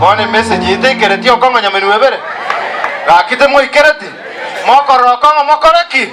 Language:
Gusii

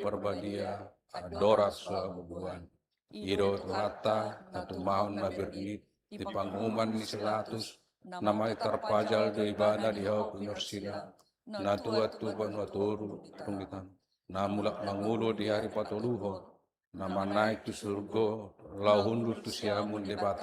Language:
Batak Toba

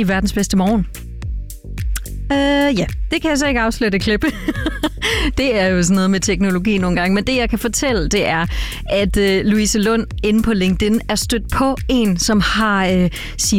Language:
Danish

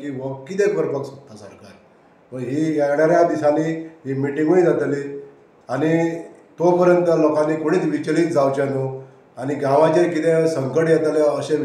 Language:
Konkani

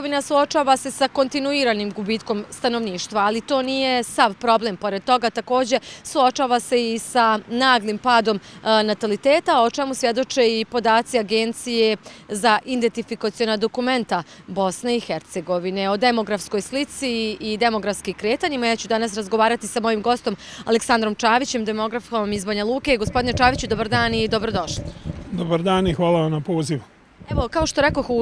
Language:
Bosnian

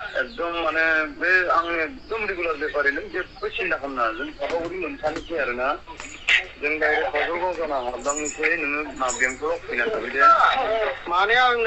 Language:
Bodo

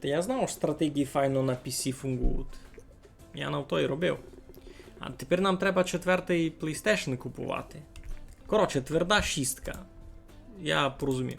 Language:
Rusyn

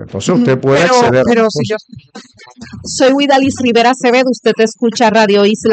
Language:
Spanish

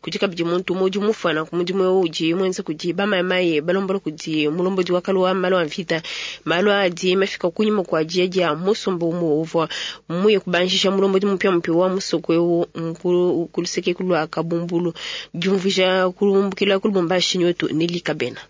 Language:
Luba-Lulua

